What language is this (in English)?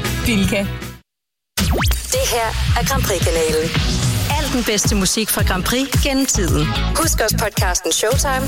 Danish